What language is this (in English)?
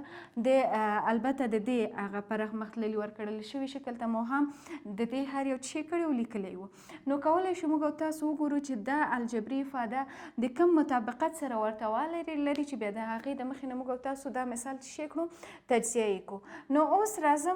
Pashto